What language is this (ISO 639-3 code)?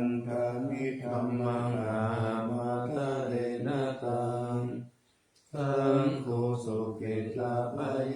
pli